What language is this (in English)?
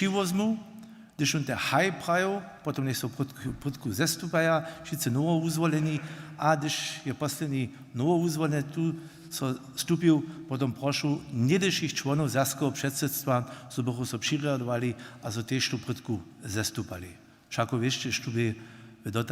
Upper Sorbian